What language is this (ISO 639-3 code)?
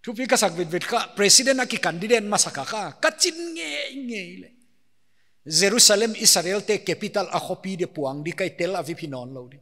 pck